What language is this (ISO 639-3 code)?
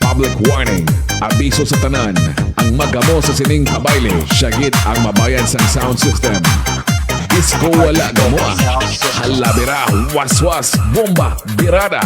hil